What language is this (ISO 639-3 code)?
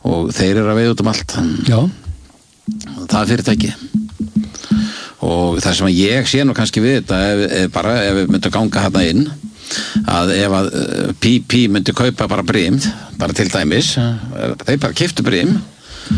isl